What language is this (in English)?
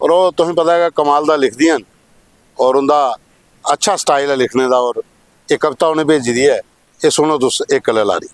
Dogri